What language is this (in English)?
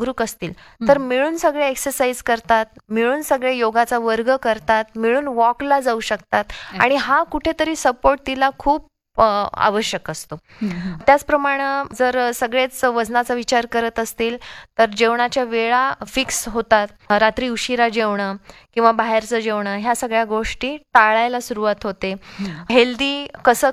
Marathi